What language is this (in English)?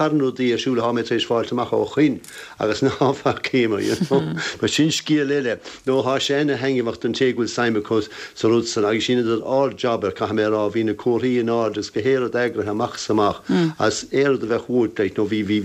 Irish